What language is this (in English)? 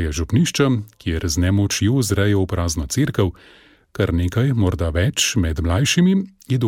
Slovenian